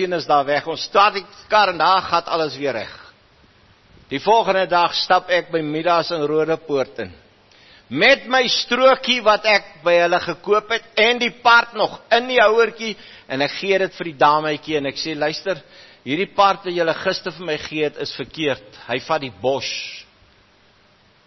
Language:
Afrikaans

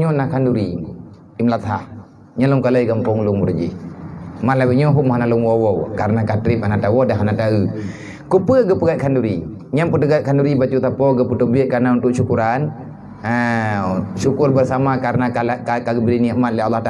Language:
Achinese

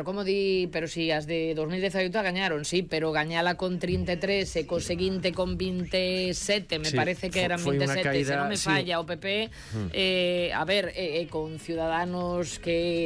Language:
Galician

